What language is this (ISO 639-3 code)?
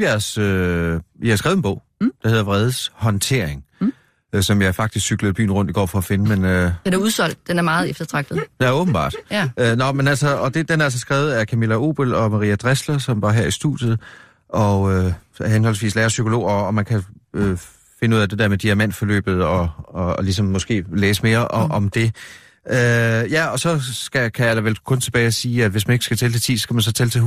dan